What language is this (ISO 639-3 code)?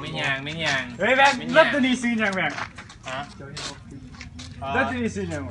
lao